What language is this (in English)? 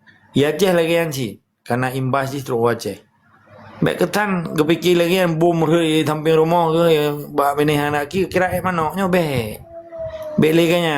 Achinese